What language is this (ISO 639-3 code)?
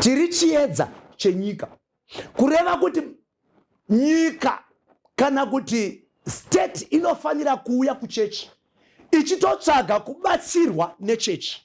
sna